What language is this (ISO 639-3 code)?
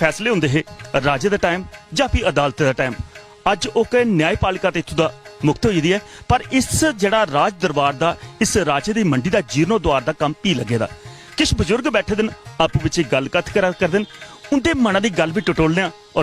doi